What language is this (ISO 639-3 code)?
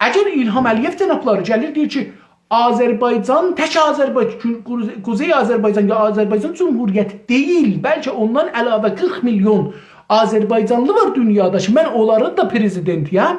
azb